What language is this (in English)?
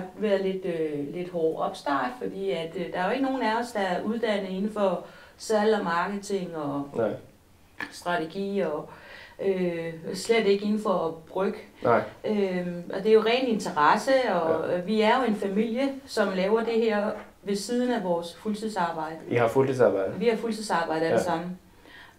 Danish